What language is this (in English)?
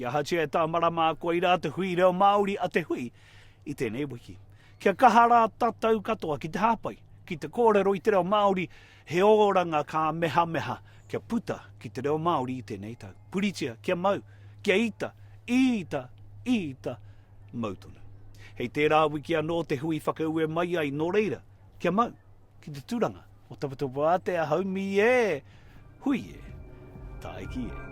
Māori